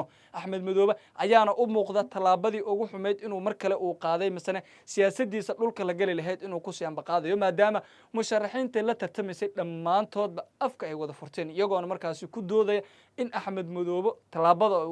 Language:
Somali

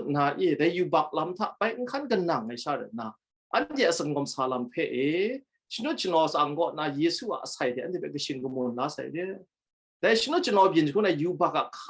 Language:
Kachin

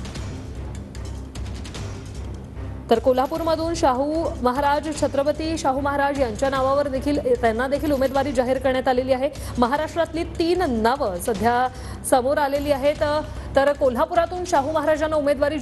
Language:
Marathi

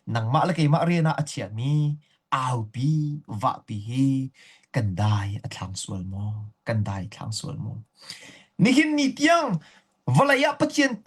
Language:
Hakha Chin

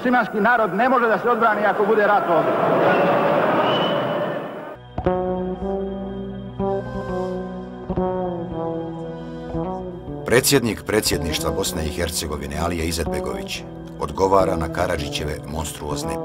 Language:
Bosnian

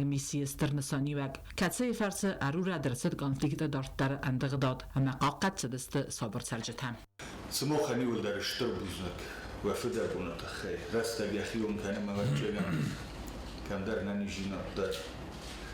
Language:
Ossetic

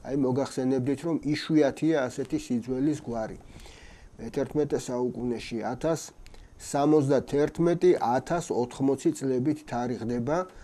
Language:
Georgian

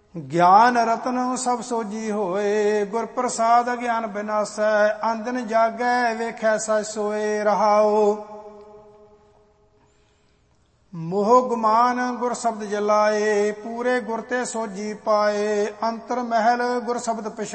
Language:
Punjabi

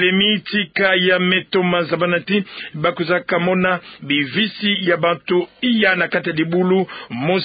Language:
Kituba (Democratic Republic of Congo)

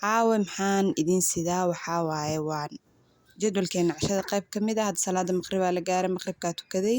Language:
Somali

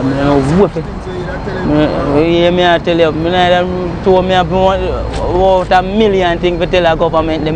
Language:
Jamaican Creole English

